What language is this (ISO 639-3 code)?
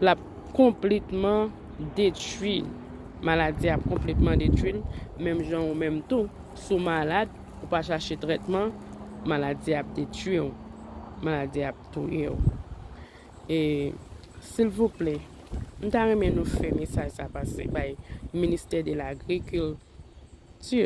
hat